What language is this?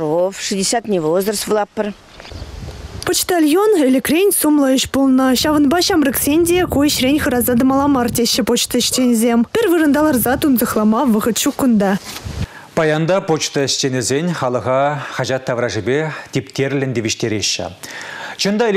Chuvash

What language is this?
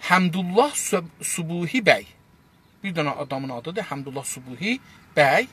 South Azerbaijani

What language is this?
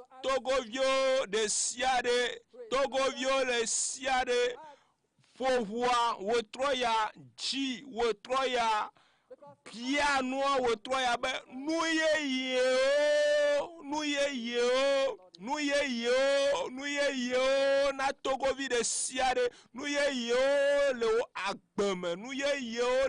Ewe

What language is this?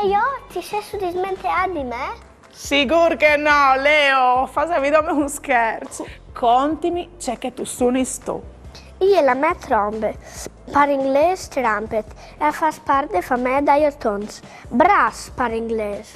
Friulian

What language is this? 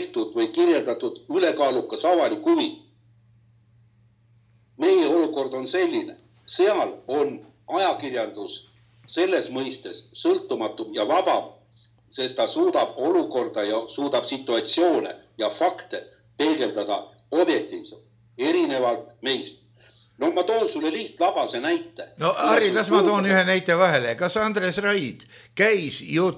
Estonian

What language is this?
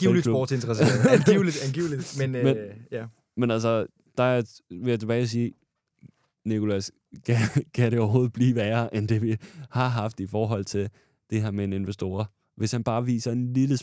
Danish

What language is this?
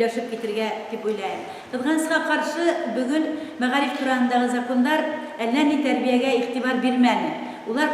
Bashkir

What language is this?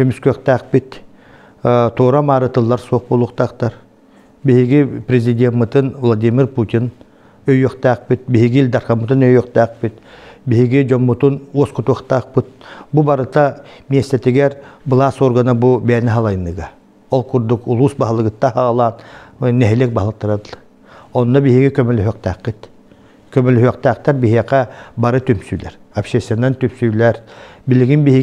Yakut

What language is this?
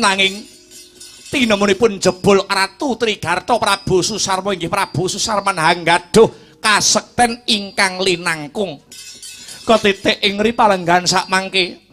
Javanese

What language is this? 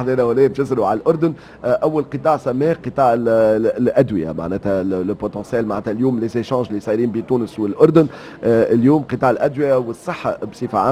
Tunisian Arabic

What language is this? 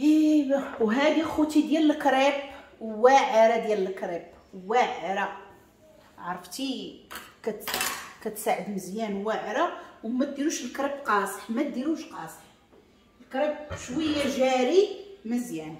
Moroccan Arabic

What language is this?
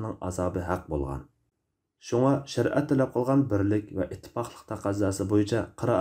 Uyghur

